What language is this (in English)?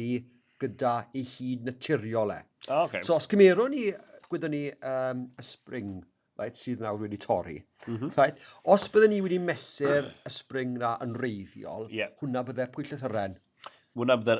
Welsh